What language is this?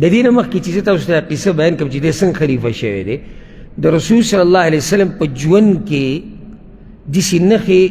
Pashto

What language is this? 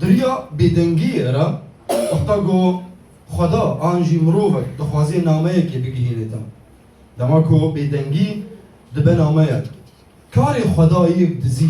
Kurdish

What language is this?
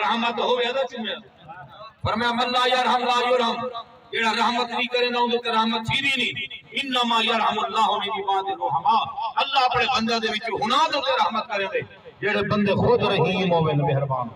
Saraiki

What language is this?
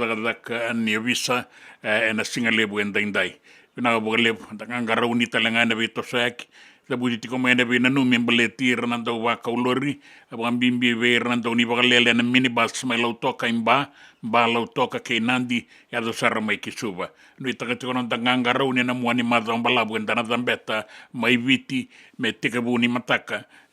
Fijian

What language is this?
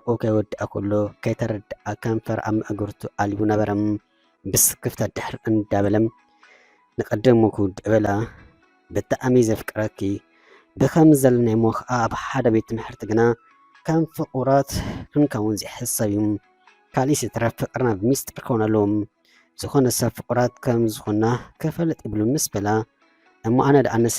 Tigrinya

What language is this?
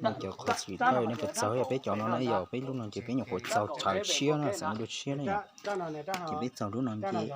Hmong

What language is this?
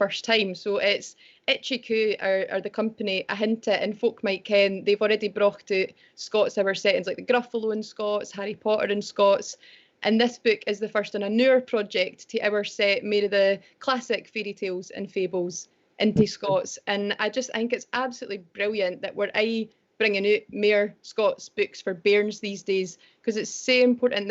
Scots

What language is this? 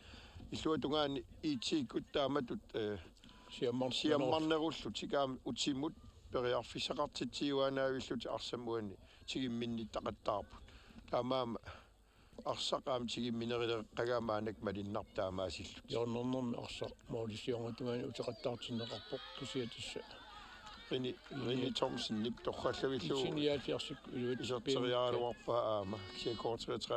Kalaallisut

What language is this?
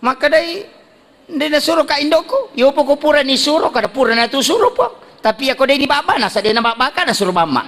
Buginese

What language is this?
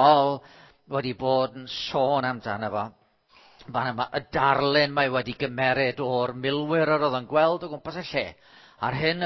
Welsh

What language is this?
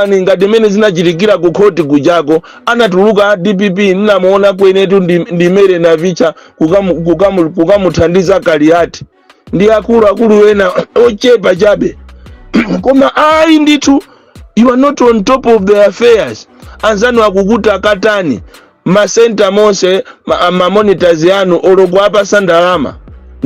Nyanja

